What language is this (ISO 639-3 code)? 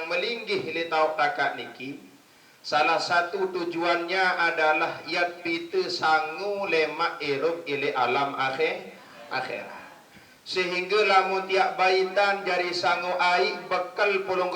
sas